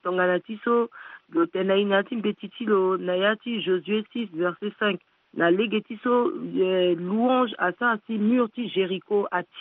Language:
Sango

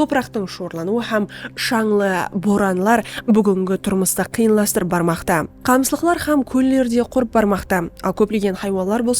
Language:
Kara-Kalpak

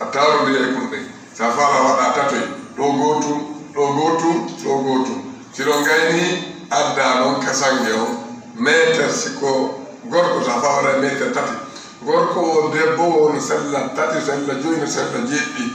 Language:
Fula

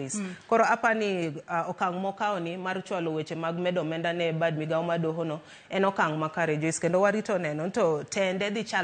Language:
Luo (Kenya and Tanzania)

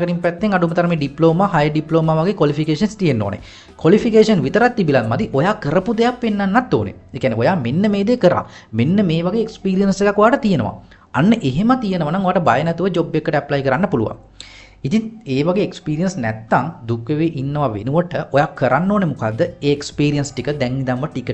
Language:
Sinhala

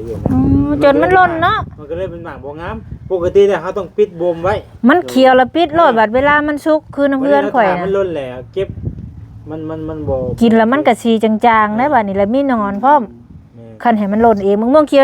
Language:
Northeastern Thai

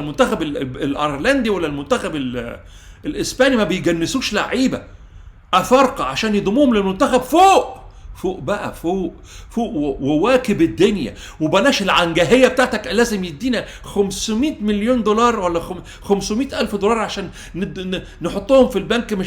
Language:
Egyptian Arabic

